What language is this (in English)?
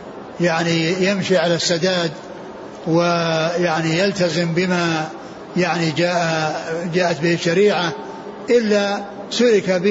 Arabic